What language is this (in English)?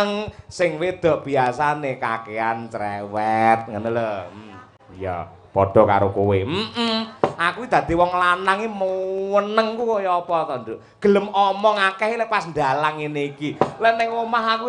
Javanese